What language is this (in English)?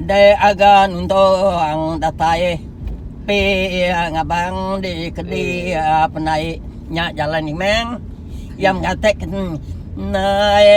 Iban